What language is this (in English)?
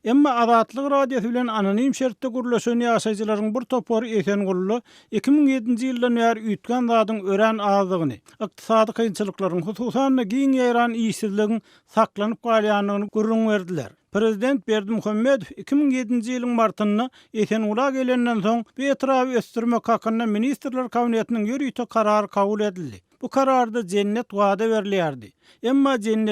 Turkmen